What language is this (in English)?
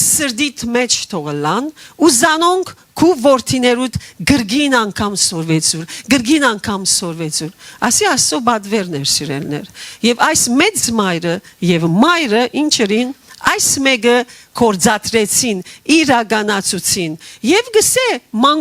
Western Armenian